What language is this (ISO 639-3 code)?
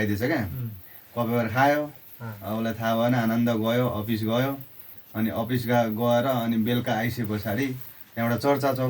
nep